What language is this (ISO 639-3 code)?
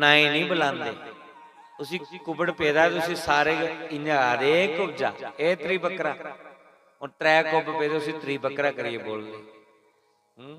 doi